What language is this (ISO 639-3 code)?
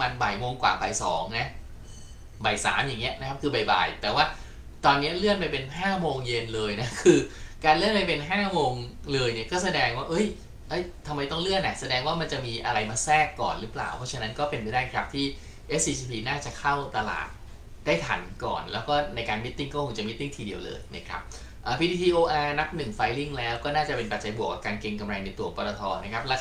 tha